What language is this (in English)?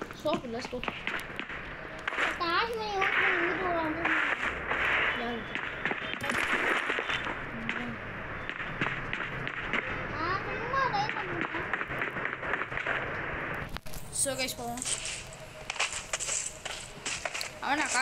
Tamil